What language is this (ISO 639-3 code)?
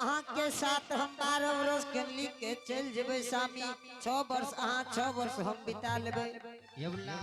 anp